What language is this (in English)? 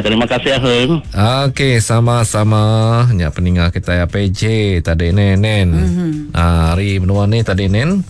Iban